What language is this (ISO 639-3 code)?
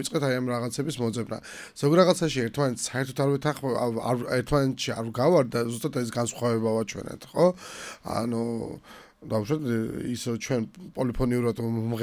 kat